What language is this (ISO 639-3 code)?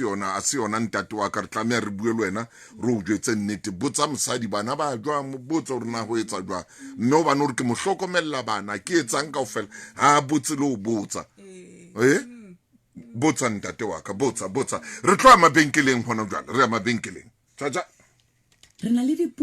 sot